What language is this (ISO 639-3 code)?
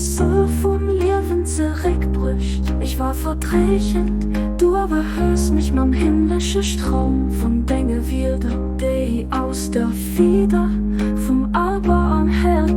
ltz